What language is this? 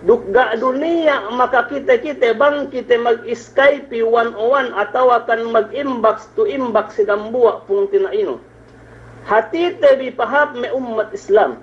Yakan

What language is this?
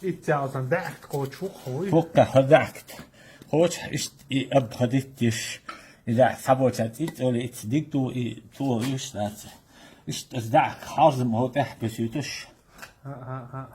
Chechen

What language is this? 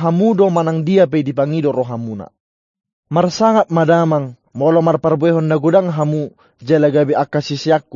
Batak Toba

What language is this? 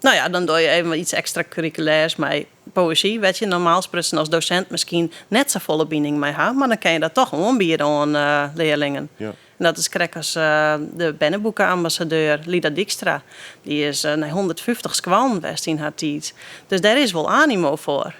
Western Frisian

